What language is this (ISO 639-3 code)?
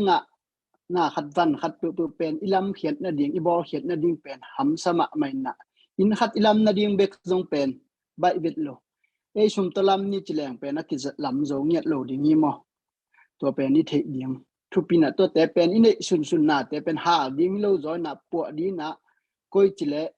ctd